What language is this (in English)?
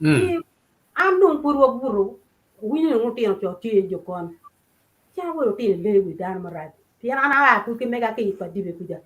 Acoli